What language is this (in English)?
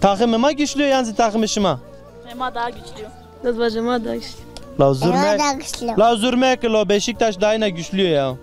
Zaza